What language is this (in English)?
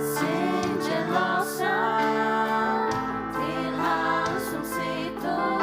Faroese